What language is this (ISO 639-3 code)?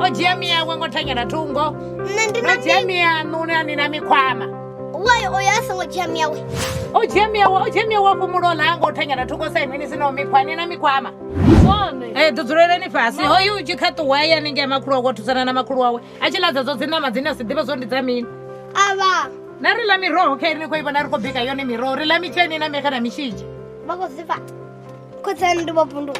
ven